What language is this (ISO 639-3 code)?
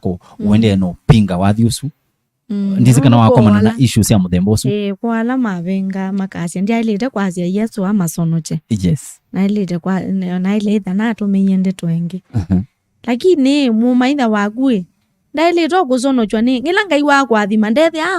kam